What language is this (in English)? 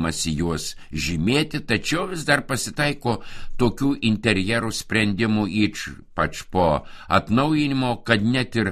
Lithuanian